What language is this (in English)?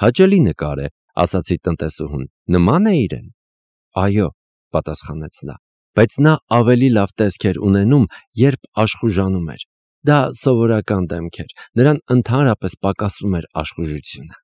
Armenian